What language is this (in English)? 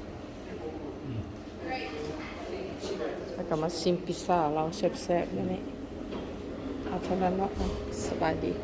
Lao